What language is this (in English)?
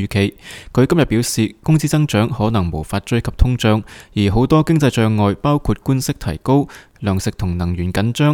Cantonese